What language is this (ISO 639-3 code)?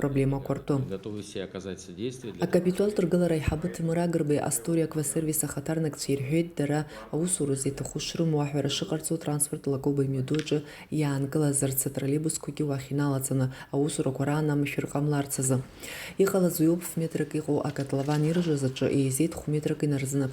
abk